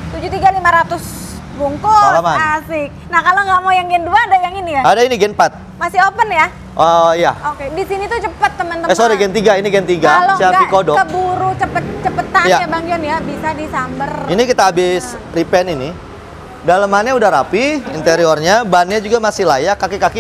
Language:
Indonesian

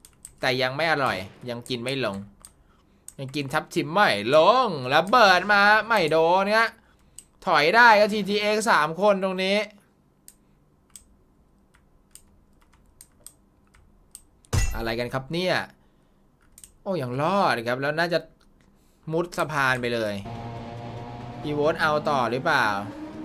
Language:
Thai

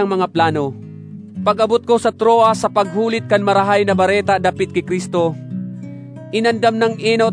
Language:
Bikol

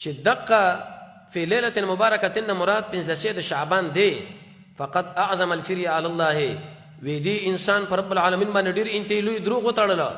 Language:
Pashto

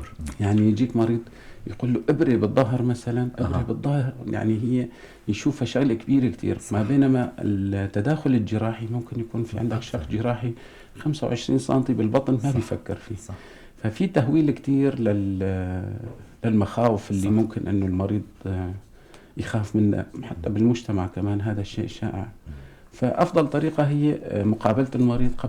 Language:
North Levantine Arabic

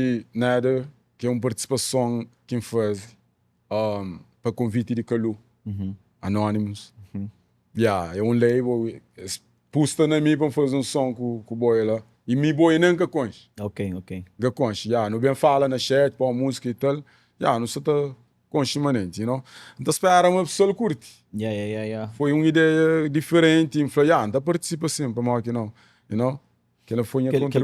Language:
Kabuverdianu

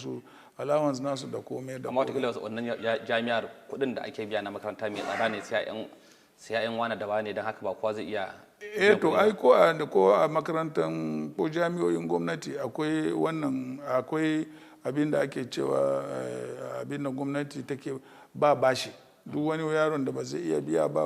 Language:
Hausa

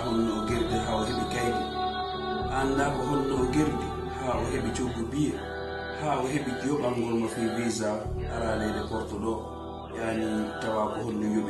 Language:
Fula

